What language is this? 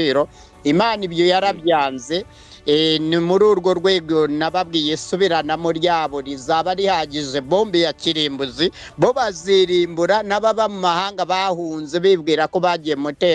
Kinyarwanda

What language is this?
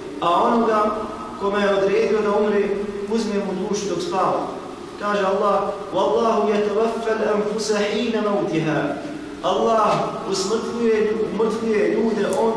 Bosnian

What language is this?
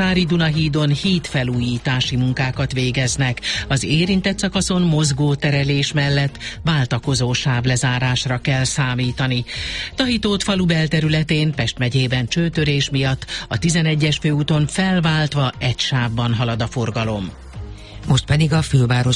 Hungarian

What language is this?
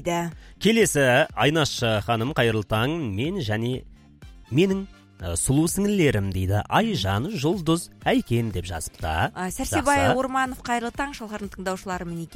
Kazakh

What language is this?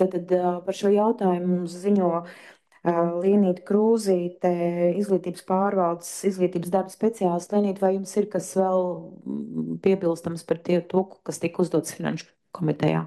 Latvian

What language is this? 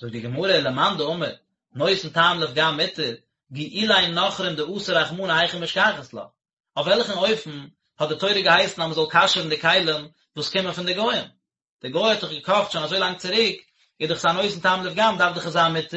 Yiddish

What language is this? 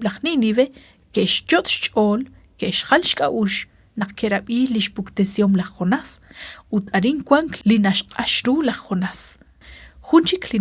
Kekchí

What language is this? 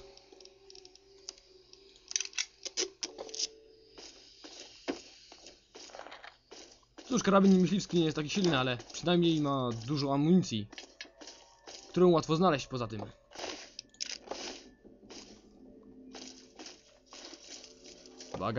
Polish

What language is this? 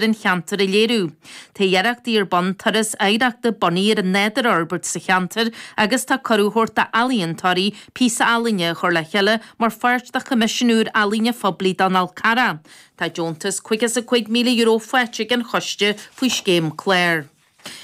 Irish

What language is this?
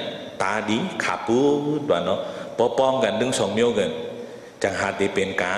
Shan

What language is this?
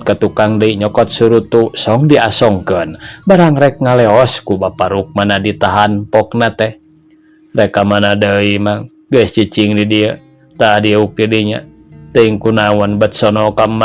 Sundanese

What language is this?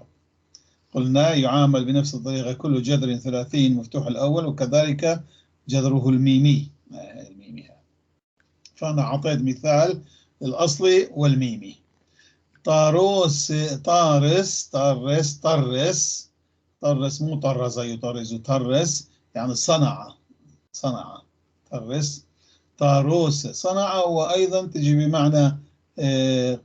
North Levantine Arabic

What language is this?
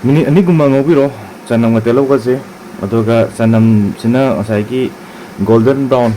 Manipuri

